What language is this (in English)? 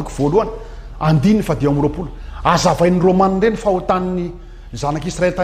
Malagasy